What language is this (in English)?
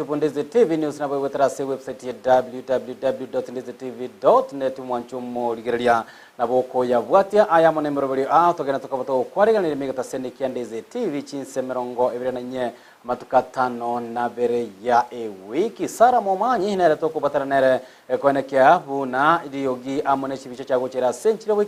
Gusii